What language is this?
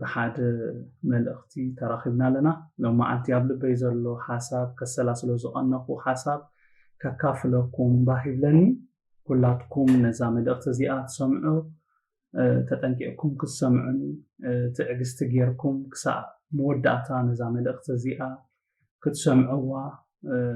Tigrinya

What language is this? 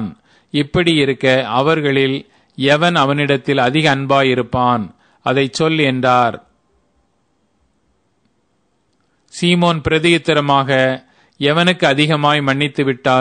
Tamil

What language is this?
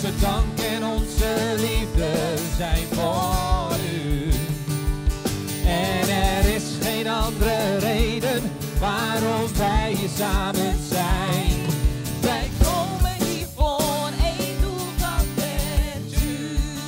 Dutch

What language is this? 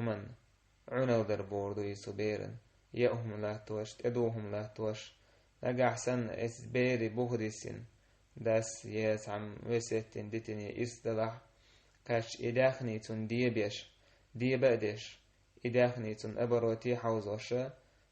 Chechen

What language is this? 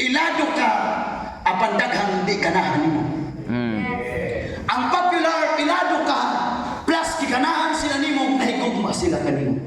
Cebuano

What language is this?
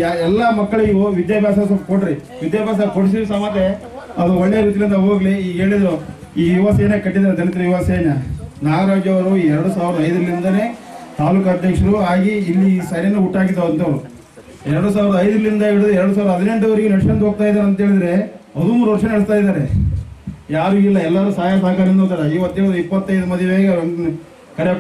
Kannada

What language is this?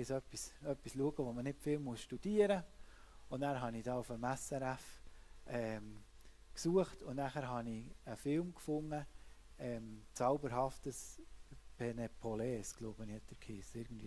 Swiss German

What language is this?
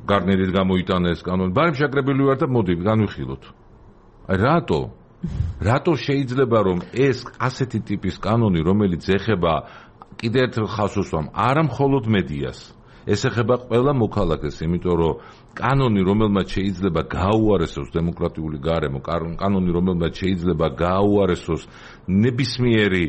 Georgian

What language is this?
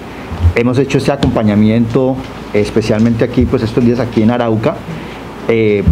Spanish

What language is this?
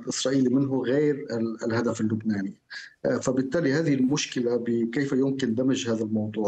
Arabic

